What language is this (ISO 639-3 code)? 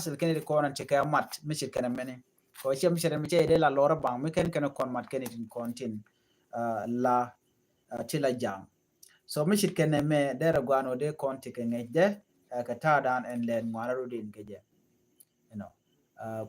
nus